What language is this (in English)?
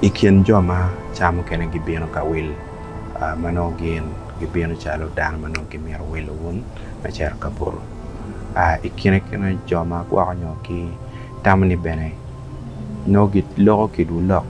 Acoli